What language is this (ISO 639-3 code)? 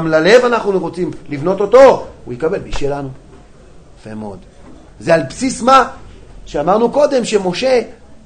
heb